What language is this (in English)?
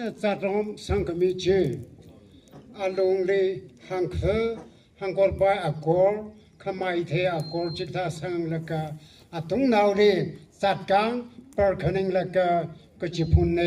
Tangkhul Naga (India)